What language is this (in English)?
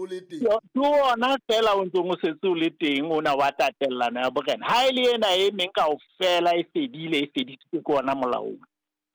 Southern Sotho